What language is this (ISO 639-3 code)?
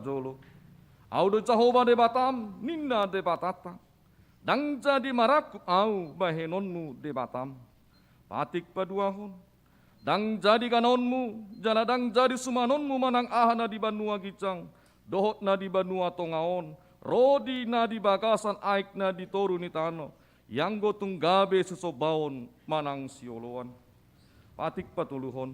bbc